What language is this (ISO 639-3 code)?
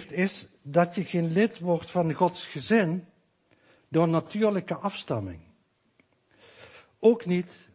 nld